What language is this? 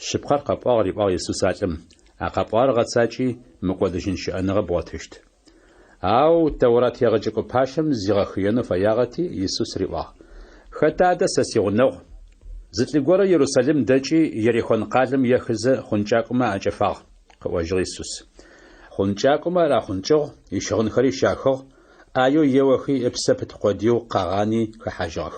Adyghe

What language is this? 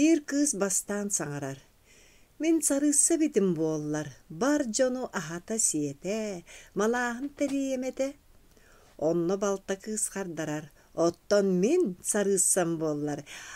Yakut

